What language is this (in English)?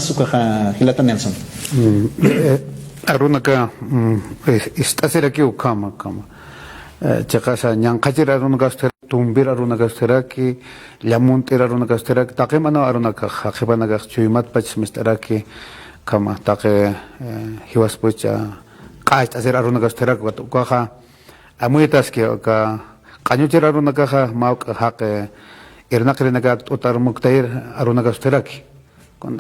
Aymara